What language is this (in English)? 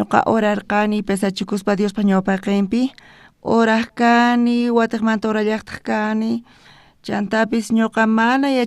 South Bolivian Quechua